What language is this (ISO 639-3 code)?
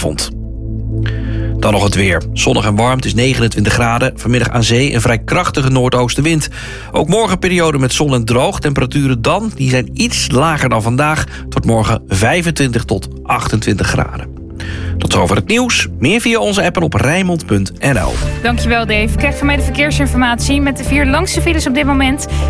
nld